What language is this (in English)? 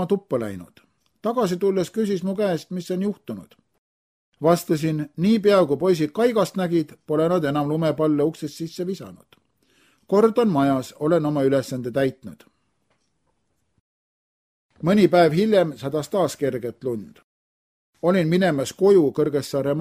Estonian